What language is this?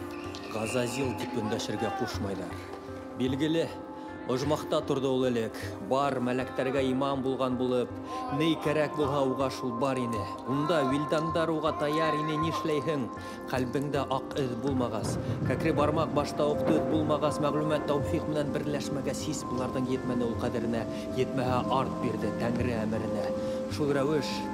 Bashkir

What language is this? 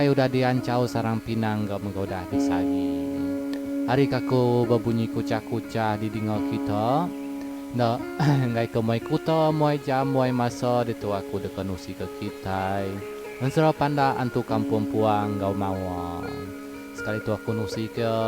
Iban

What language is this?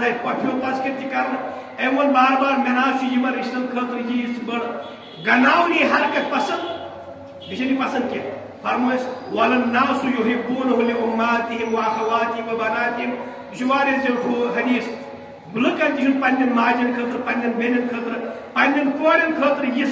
Kashmiri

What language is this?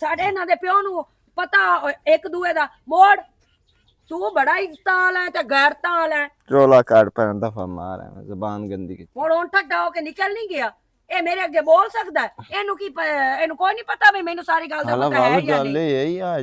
Western Panjabi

